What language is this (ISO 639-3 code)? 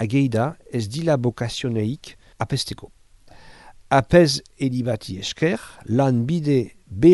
eus